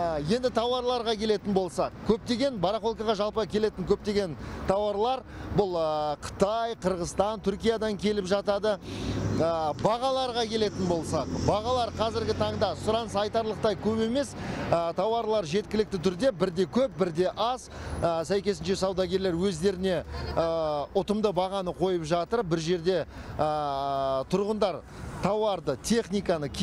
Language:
Kazakh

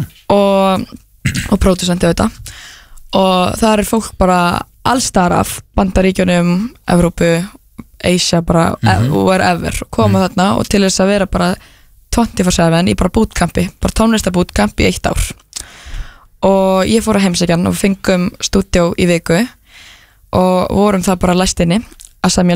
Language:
Icelandic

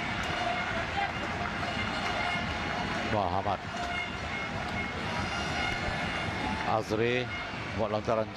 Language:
Malay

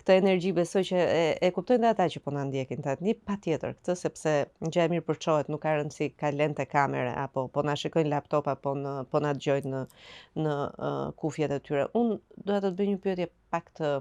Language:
Albanian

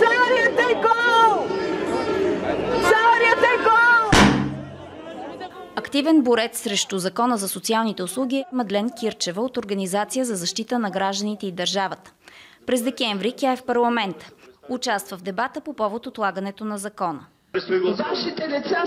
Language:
Bulgarian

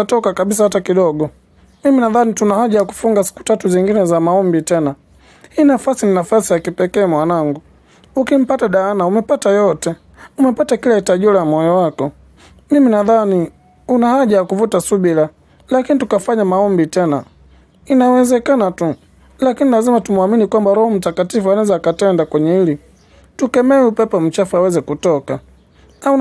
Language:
Swahili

